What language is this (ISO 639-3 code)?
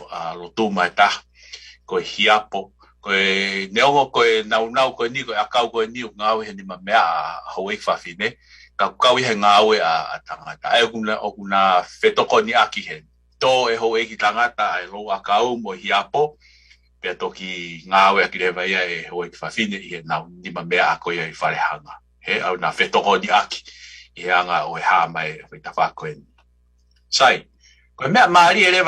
ton